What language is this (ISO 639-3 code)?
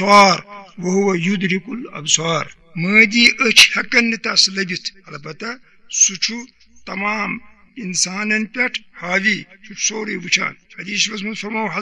kas